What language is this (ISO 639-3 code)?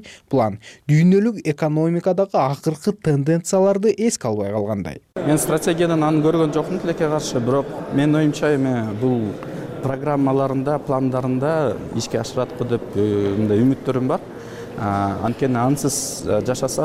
kir